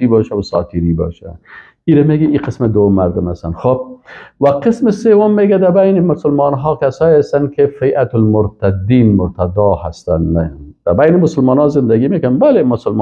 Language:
Persian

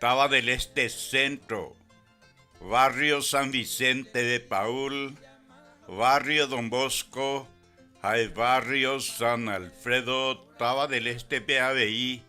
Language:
Guarani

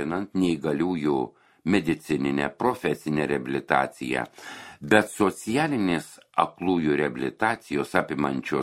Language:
Lithuanian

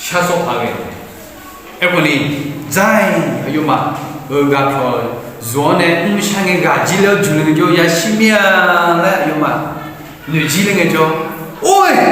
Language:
Akha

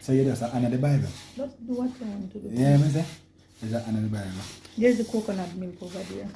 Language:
Jamaican Creole English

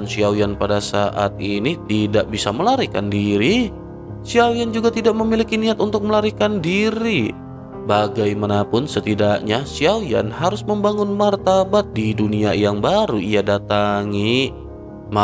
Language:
Indonesian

